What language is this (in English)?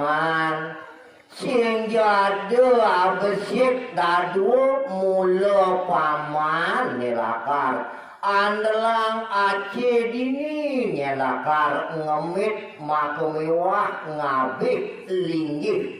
Balinese